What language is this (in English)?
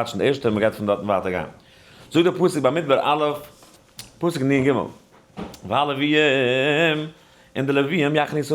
Yiddish